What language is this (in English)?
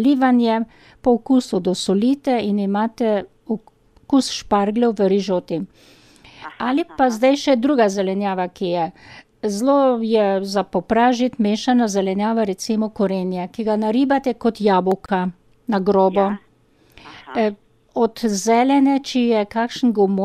Slovenian